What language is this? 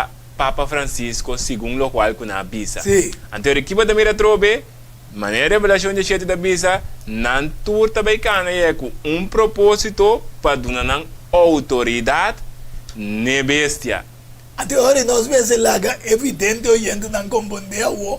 Papiamento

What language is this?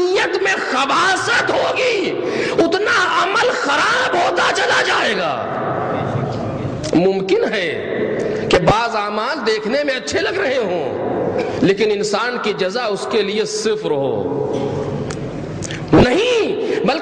Urdu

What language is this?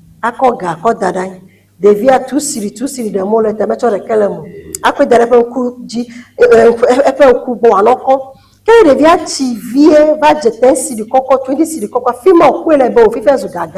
Ewe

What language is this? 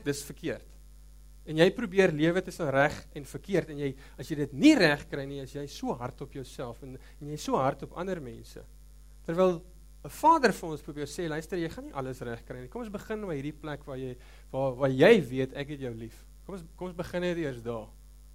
Afrikaans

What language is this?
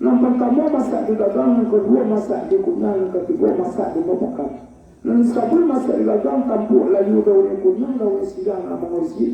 Minangkabau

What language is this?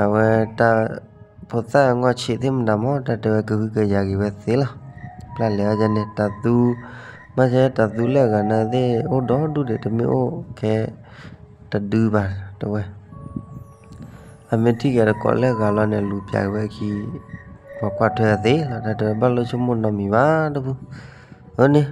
S'gaw Karen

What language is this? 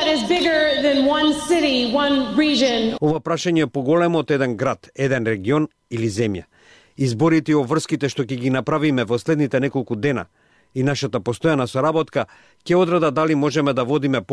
Macedonian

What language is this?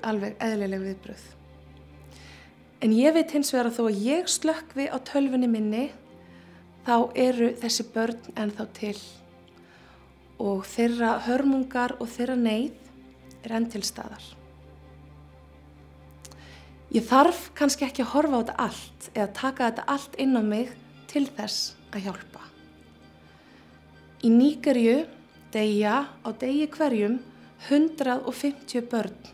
Icelandic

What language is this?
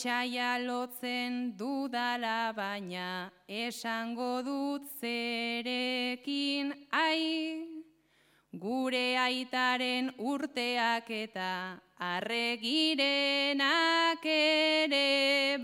Basque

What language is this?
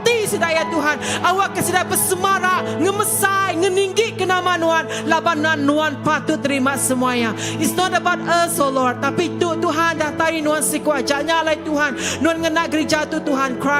Iban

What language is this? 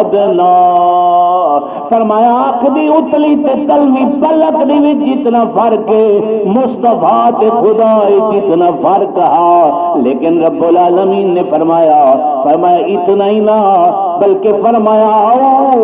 Saraiki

